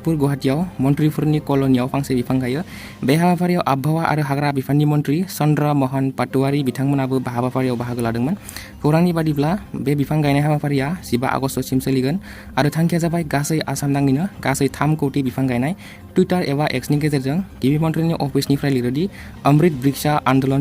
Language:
Bodo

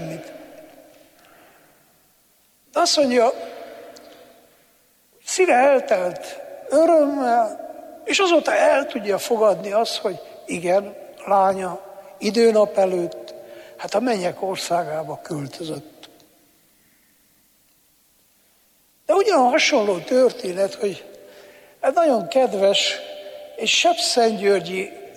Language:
Hungarian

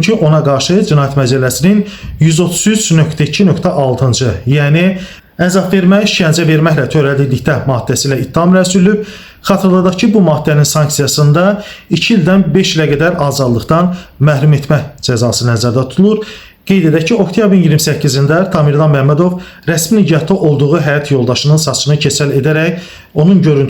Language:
Azerbaijani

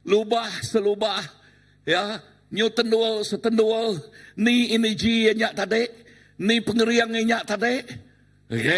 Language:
Iban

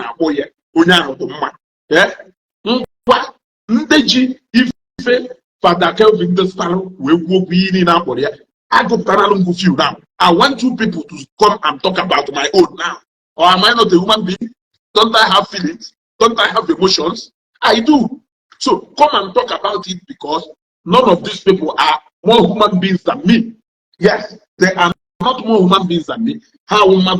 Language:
Igbo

